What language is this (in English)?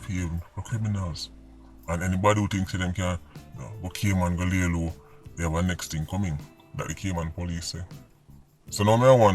Jamaican Creole English